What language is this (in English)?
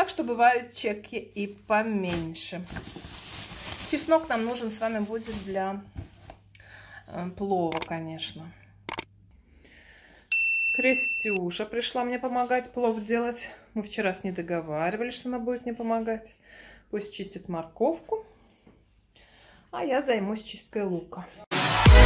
Russian